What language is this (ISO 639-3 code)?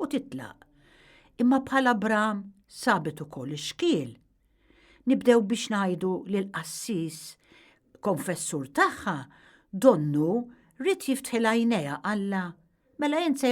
mlt